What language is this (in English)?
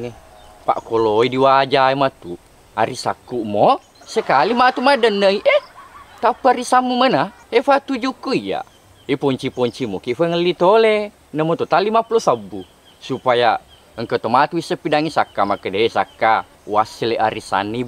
Buginese